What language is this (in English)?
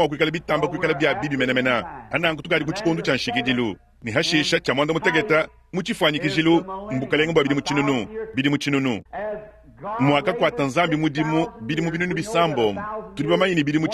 Luba-Lulua